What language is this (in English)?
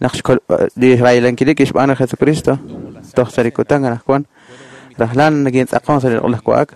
Kekchí